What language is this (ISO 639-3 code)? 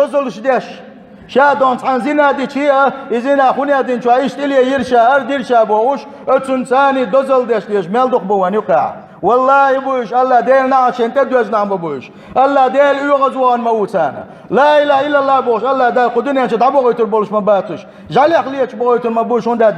che